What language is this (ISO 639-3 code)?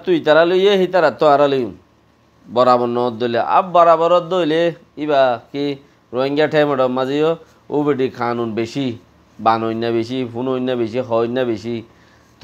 rhg